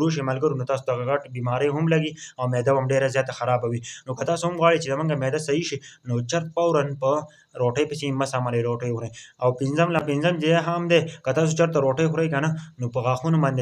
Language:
Pashto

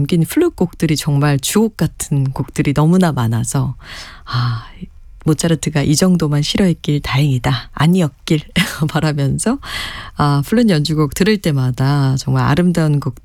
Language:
Korean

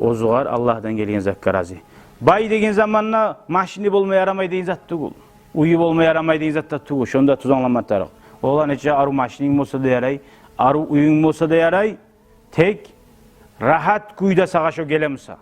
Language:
Kumyk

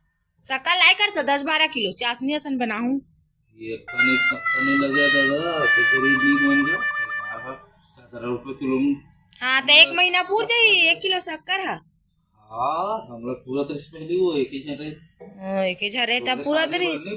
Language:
Chhattisgarhi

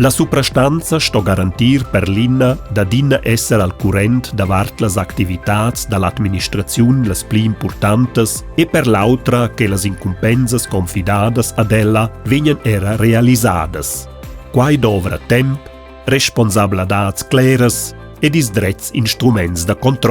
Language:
Romansh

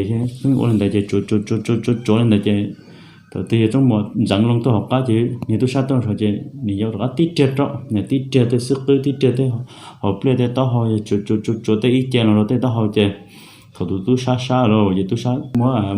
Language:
Hmong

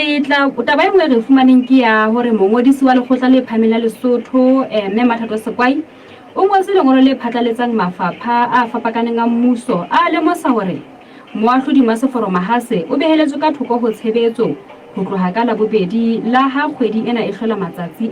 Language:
Southern Sotho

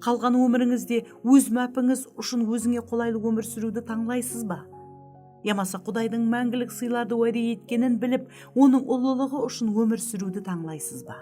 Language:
Kara-Kalpak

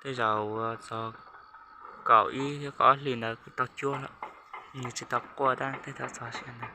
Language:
Hmong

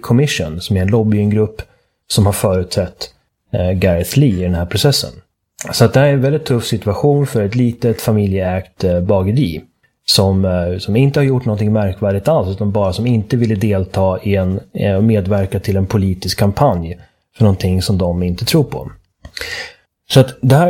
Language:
Swedish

